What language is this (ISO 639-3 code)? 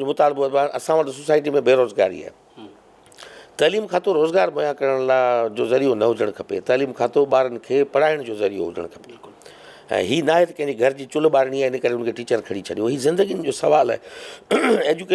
snd